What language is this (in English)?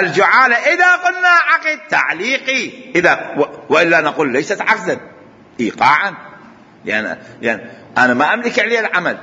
Mesopotamian Arabic